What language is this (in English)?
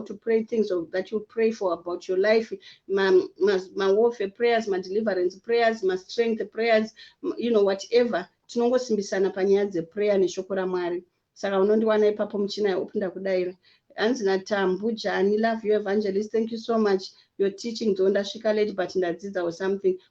Shona